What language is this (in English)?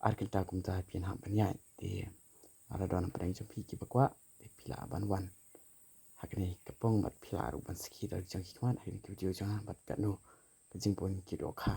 Khasi